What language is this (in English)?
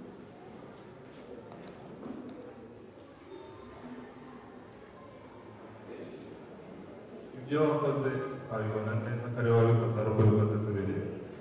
Kinyarwanda